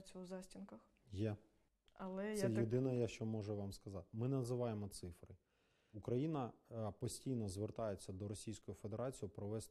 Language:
Ukrainian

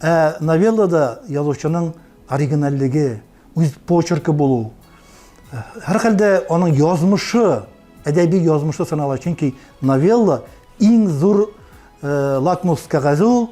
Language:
Tatar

